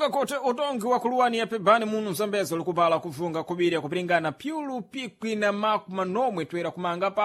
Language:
Sena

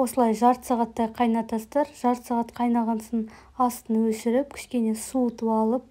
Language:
Kazakh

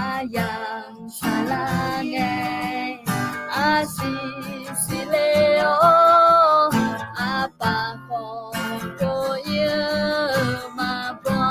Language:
Akha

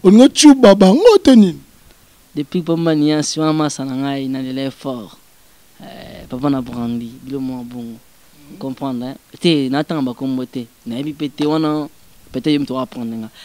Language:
Lingala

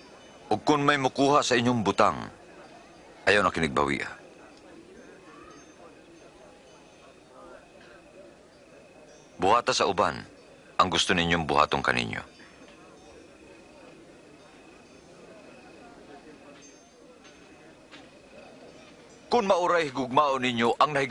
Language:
Cebuano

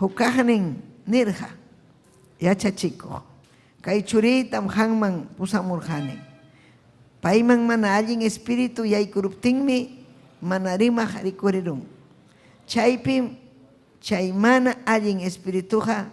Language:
Ayacucho Quechua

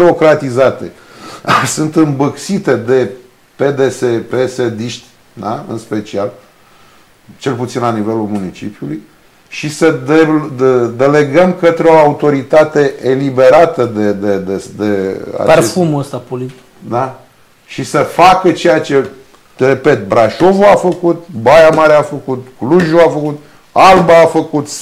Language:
Romanian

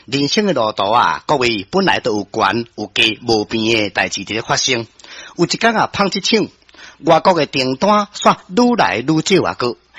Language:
Min Nan Chinese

